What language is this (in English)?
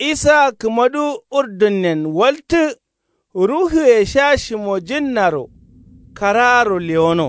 Kanuri